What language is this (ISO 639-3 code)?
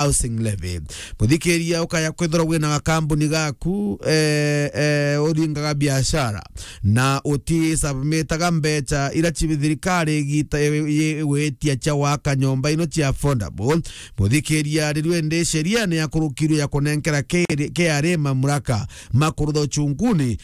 mer